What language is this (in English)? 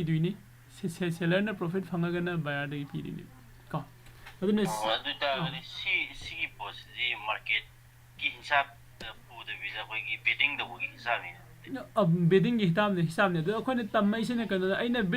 Manipuri